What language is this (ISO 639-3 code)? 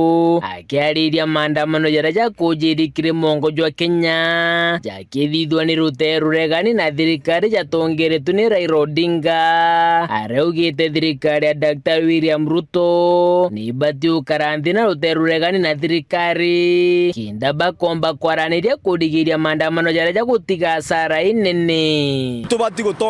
mer